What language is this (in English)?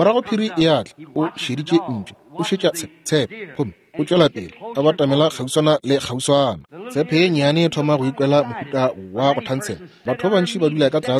Northern Sotho